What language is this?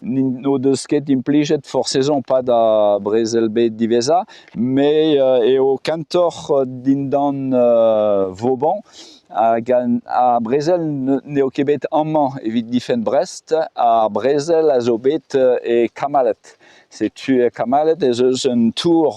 Breton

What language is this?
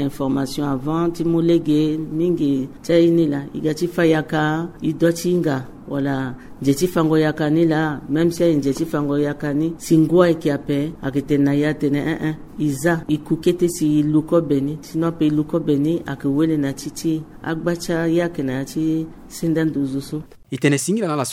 Sango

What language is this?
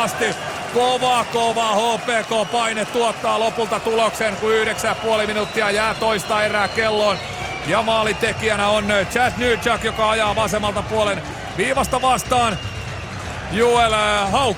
Finnish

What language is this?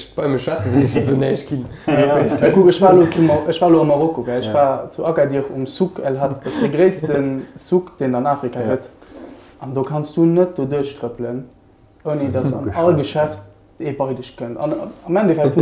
Luxembourgish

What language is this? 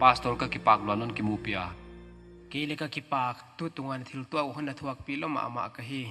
Paite Chin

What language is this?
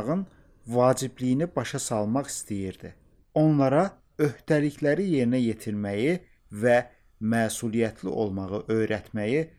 Azerbaijani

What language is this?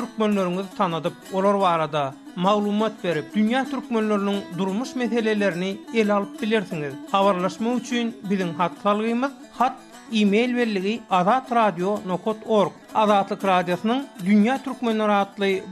Turkmen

